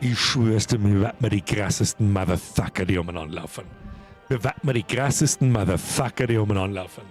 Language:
Bavarian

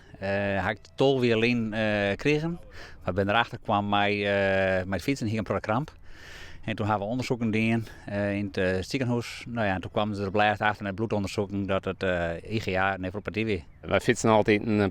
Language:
Western Frisian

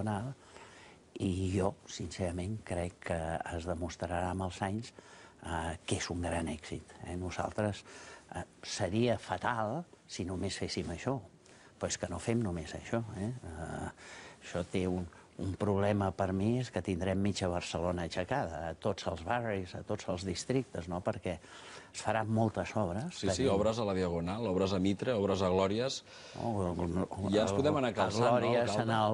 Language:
Catalan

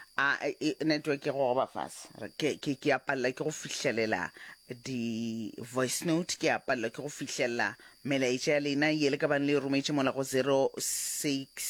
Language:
Northern Sotho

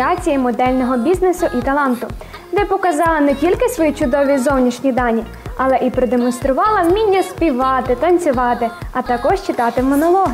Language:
Ukrainian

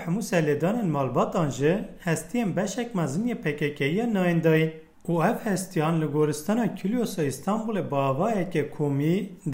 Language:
Kurdish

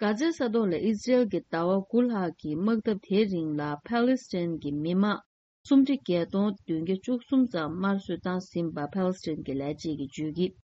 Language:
Tibetan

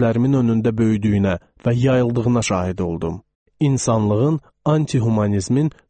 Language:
Azerbaijani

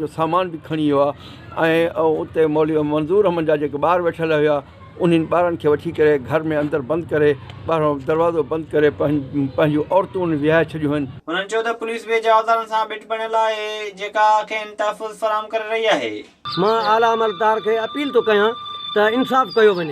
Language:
Sindhi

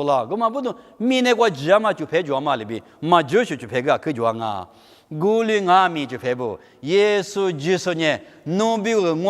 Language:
Lisu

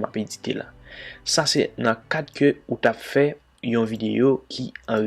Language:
Haitian Creole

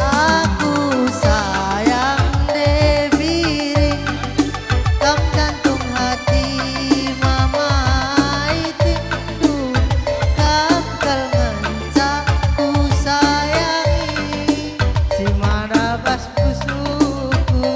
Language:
Batak Karo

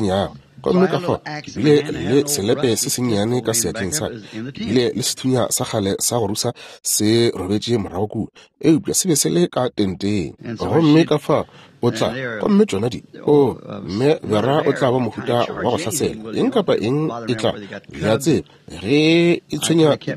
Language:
Northern Sotho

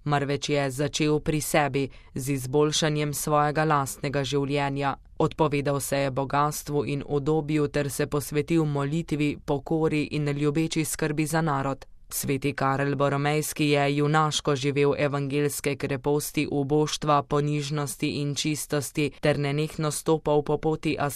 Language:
Slovenian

